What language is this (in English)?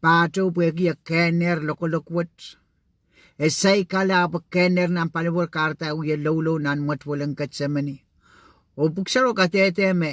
Pohnpeian